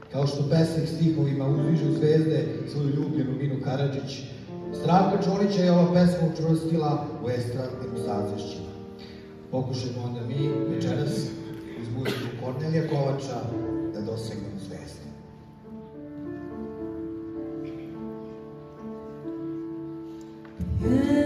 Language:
Serbian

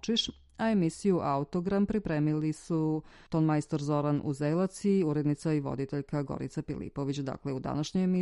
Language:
Serbian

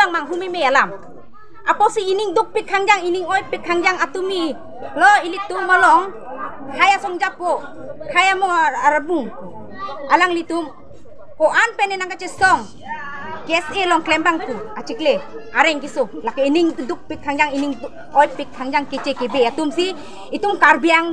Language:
Karbi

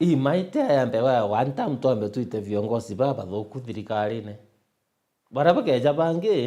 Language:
Meru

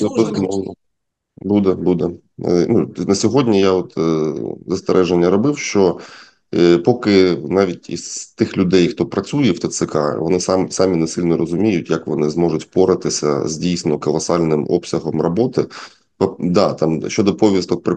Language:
Ukrainian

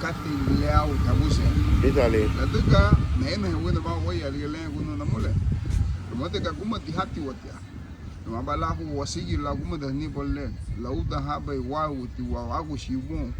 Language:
Garifuna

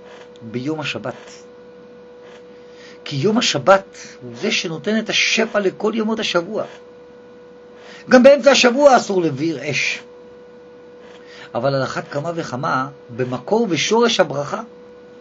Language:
Hebrew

